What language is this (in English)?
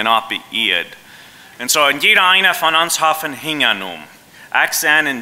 Plautdietsch